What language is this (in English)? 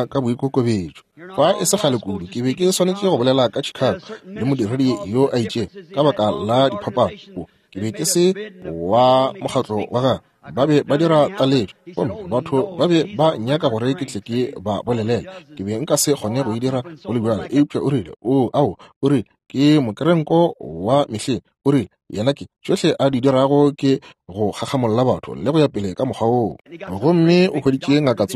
Northern Sotho